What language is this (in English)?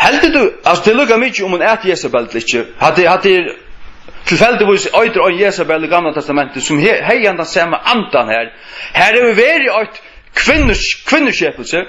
Faroese